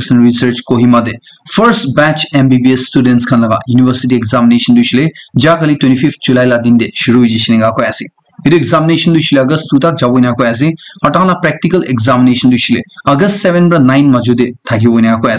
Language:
Naga Pidgin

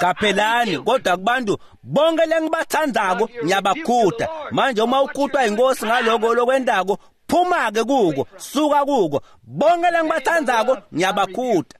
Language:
Swati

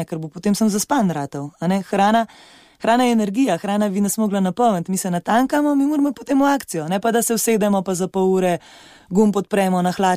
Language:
Slovenian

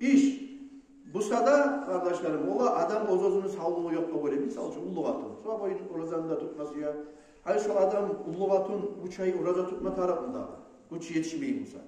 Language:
Kumyk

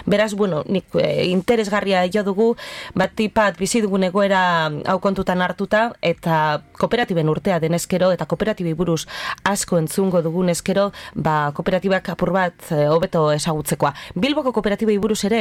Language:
Basque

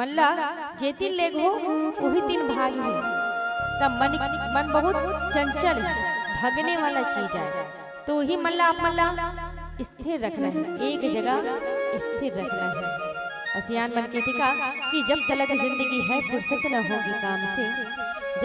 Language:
Chhattisgarhi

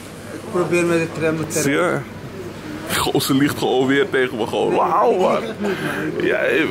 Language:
Dutch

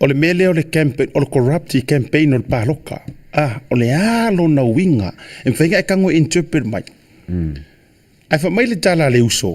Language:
Samoan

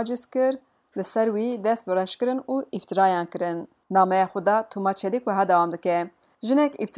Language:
Kurdish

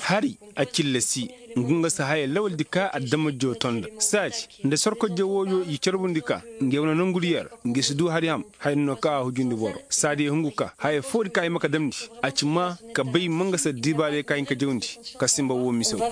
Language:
Koyraboro Senni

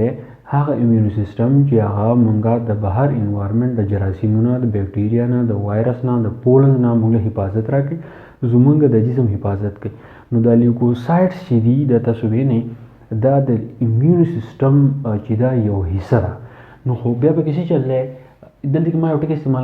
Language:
Pashto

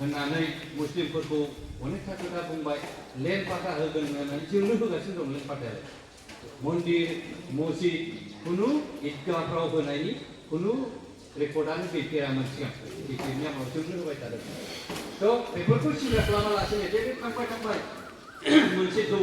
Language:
Bodo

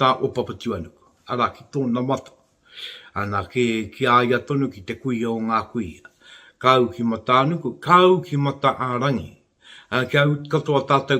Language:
Māori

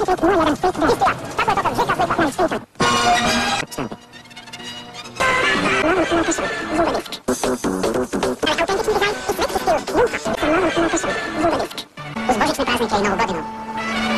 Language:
Croatian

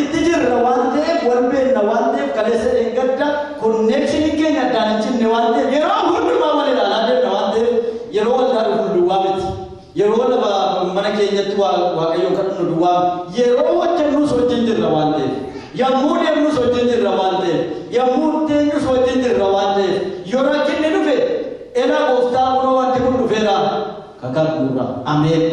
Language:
Oromo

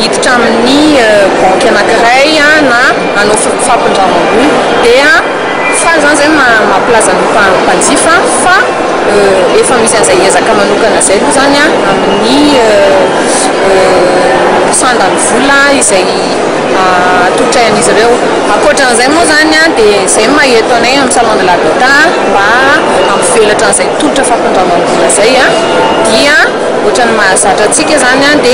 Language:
Malagasy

